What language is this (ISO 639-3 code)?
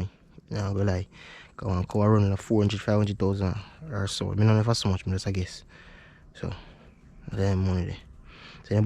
jam